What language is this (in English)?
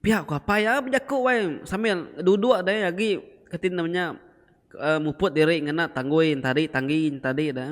Iban